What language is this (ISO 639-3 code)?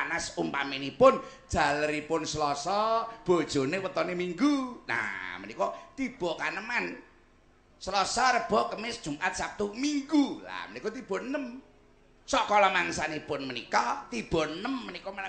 jav